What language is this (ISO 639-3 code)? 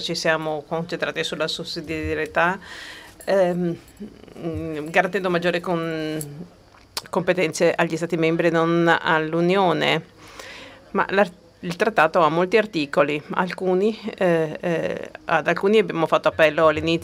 ita